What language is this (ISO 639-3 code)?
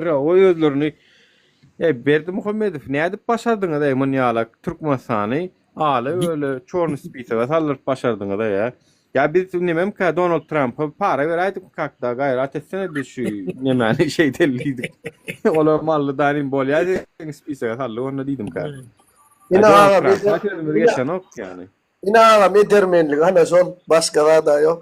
tuk